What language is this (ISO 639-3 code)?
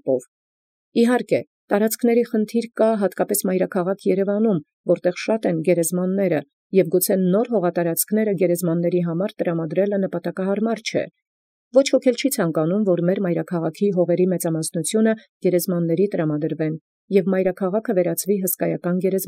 hye